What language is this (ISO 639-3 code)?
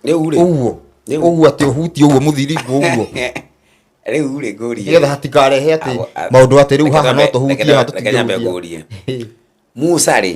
kik